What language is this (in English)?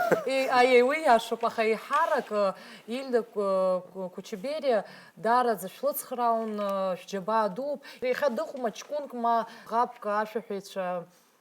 Abkhazian